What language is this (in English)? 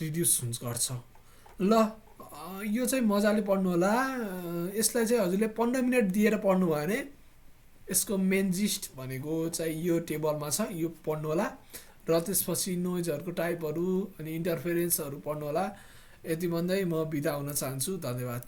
Nepali